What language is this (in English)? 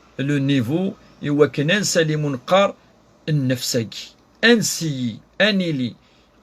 Kabyle